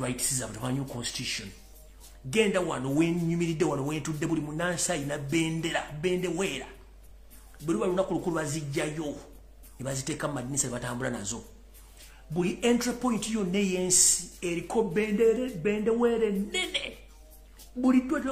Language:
Ganda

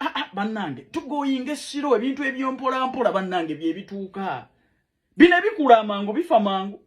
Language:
Ganda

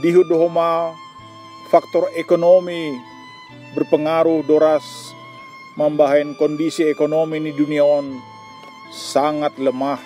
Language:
Batak Simalungun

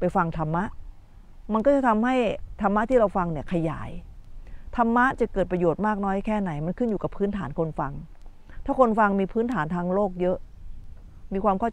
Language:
Thai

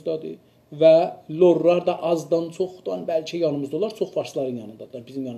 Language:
South Azerbaijani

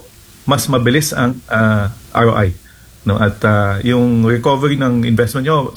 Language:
Filipino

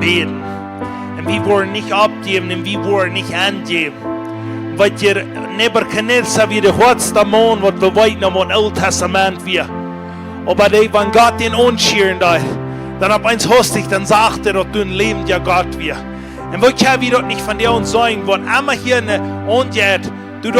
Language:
Plautdietsch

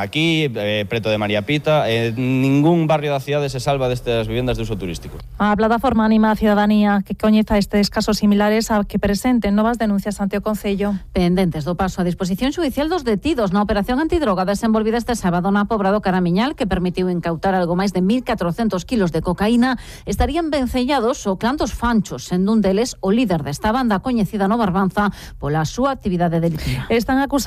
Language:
Galician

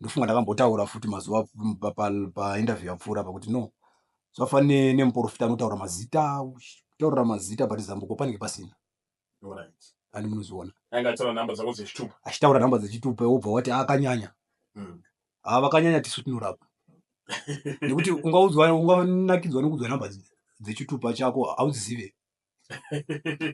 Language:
Shona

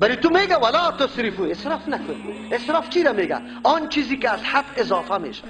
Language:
Persian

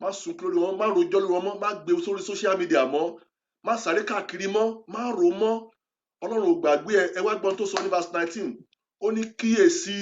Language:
Yoruba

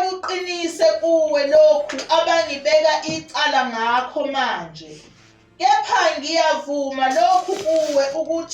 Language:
Zulu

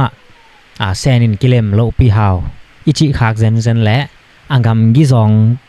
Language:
Tedim Chin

